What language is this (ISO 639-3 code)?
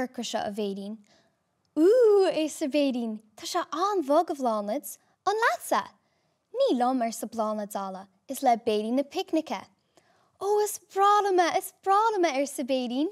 gle